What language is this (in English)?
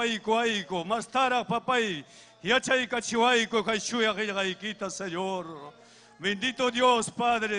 Ayacucho Quechua